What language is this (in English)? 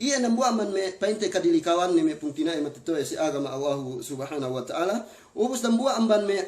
Yakan